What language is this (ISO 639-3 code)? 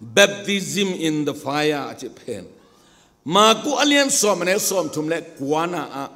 ctd